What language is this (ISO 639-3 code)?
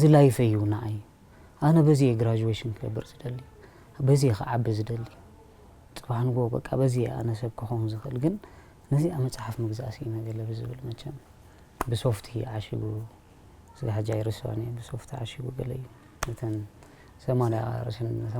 tir